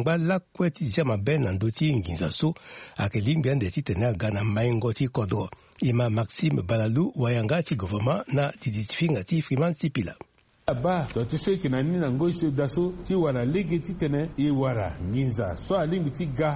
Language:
Sango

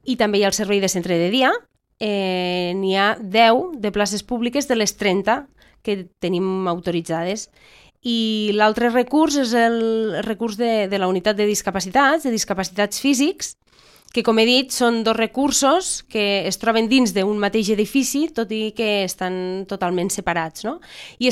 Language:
Catalan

